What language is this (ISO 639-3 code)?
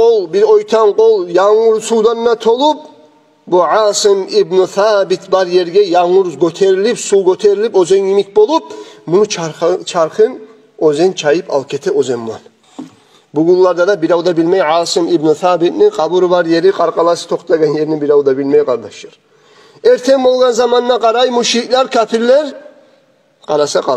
kum